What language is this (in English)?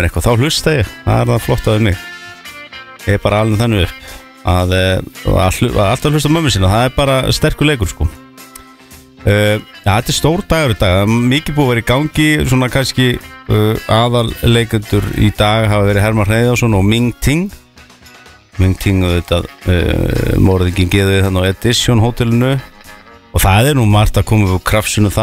Icelandic